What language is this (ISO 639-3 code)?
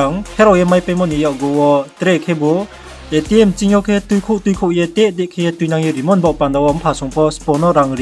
ria